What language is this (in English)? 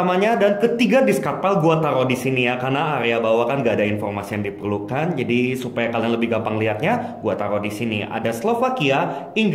Indonesian